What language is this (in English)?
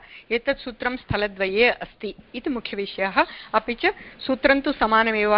Sanskrit